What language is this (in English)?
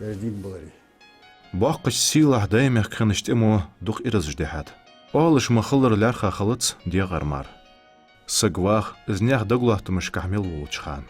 Ingush